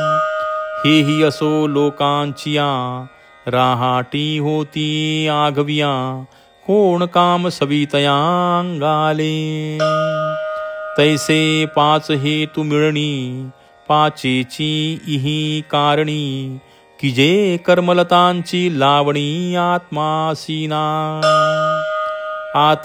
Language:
Marathi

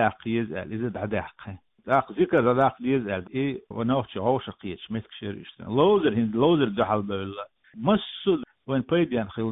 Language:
Chechen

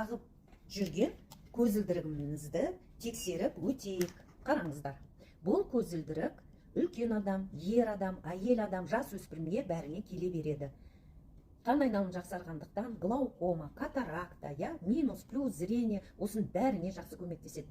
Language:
Kazakh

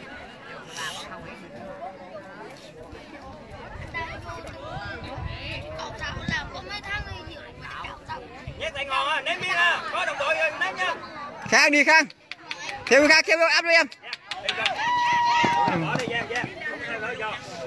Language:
Vietnamese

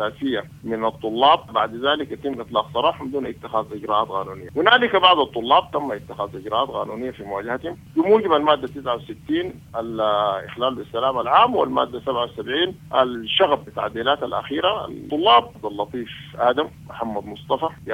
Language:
Sudanese Arabic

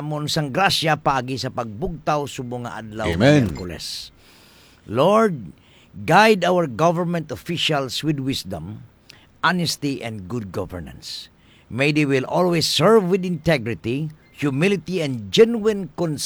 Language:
Hiligaynon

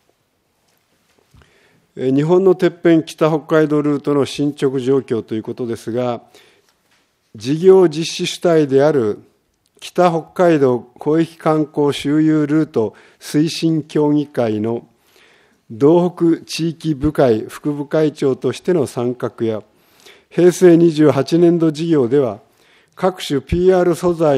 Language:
Japanese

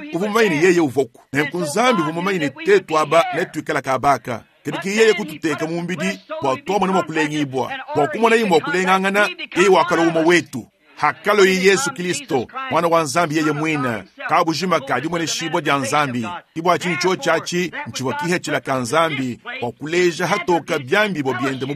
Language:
Luba-Lulua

